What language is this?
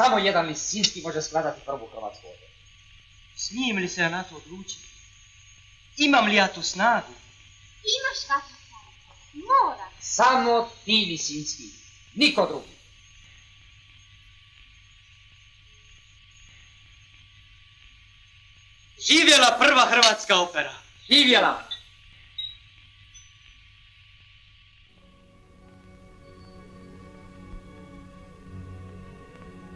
Croatian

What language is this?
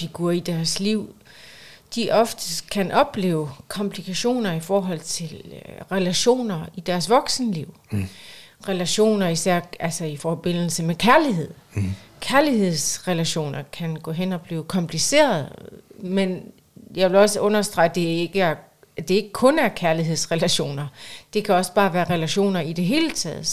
Danish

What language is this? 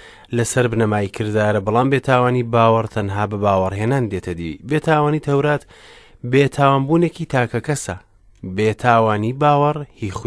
Central Kurdish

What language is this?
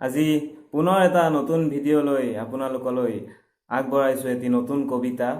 Assamese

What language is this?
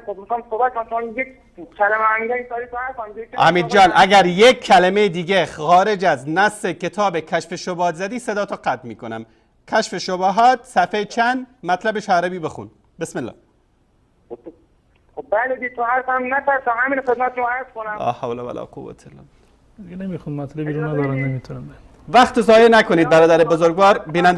Persian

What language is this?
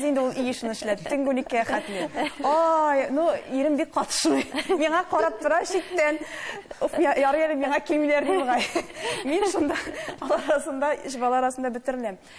Tatar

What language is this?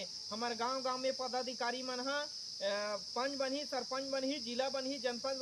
Chhattisgarhi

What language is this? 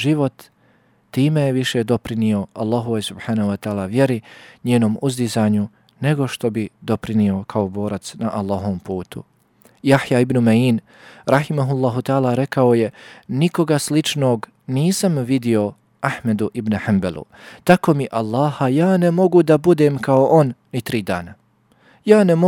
Bosnian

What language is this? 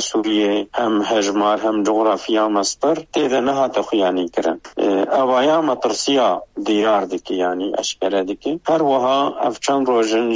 Kurdish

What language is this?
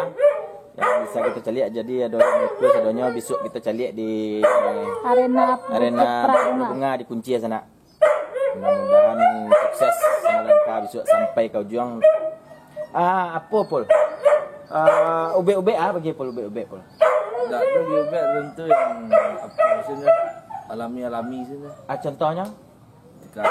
Minangkabau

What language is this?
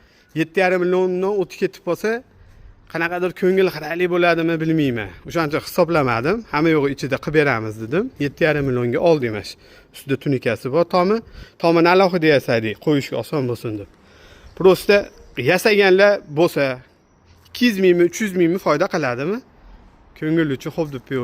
Uzbek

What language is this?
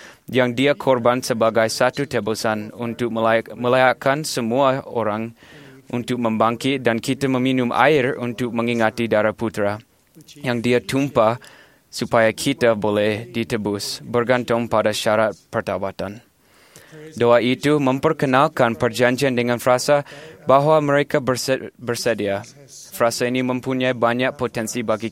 Malay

